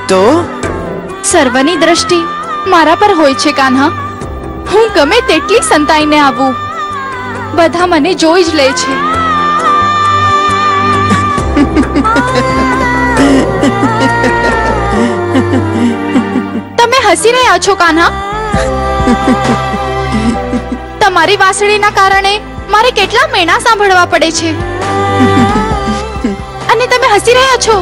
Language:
Gujarati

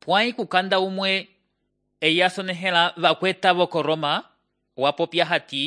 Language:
Umbundu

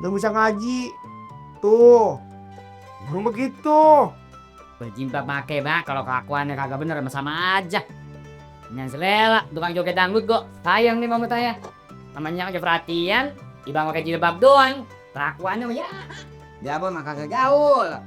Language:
Betawi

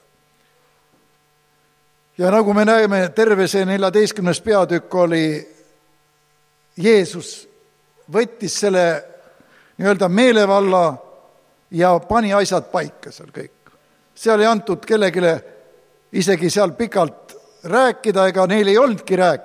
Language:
Estonian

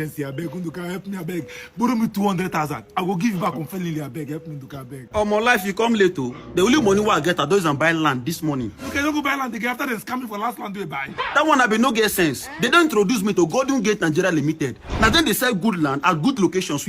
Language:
Nigerian Pidgin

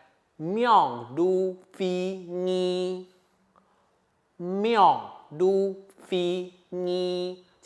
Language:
Hakka Chinese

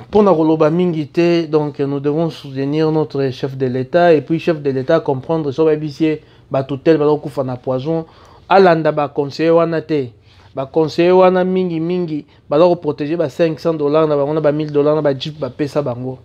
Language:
Lingala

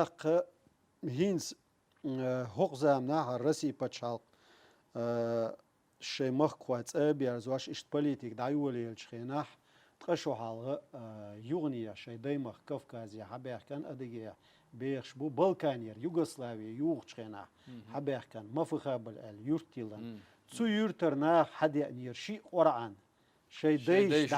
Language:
Chechen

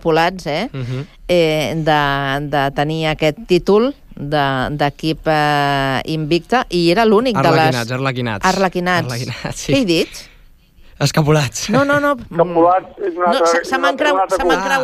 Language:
Catalan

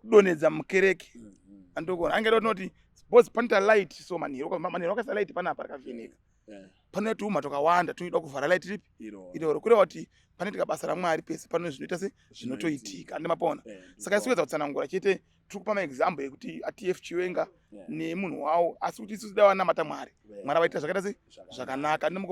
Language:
Shona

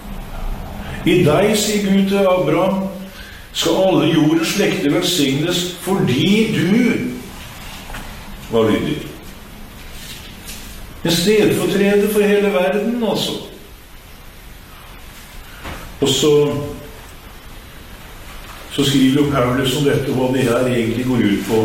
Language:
Norwegian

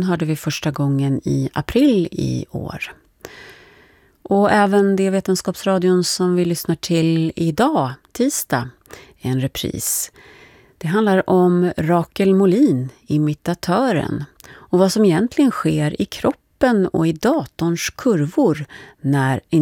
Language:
Swedish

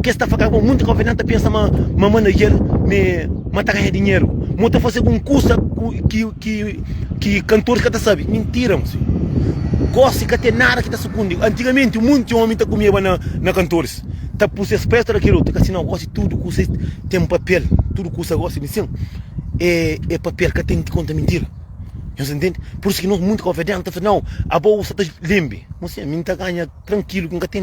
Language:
Kabuverdianu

